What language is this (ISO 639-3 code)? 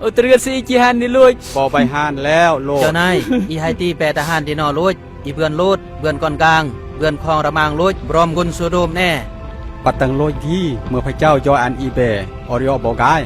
kjg